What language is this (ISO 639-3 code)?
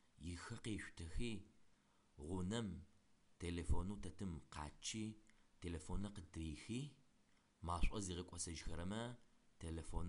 ady